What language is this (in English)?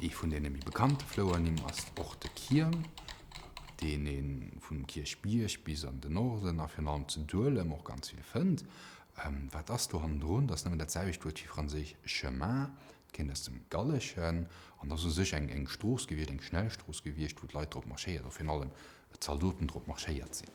Luxembourgish